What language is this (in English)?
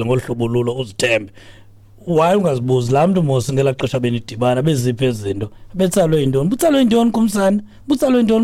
Xhosa